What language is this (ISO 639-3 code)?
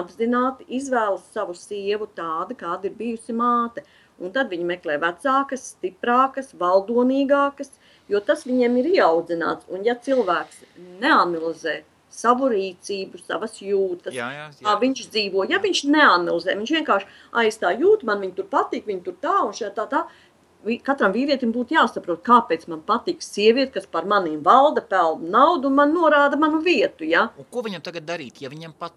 lav